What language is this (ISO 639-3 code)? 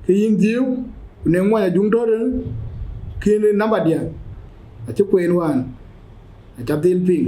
din